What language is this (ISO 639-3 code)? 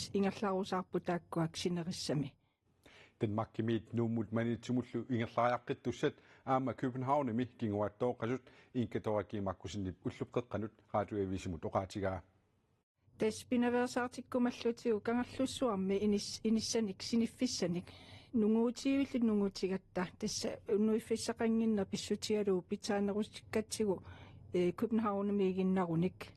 kal